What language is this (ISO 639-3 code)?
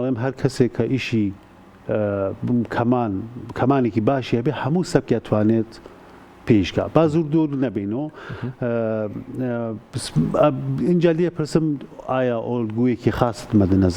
ckb